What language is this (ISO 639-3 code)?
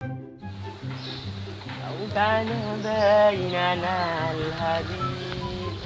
mad